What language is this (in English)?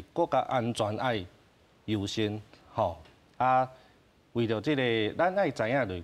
Min Nan Chinese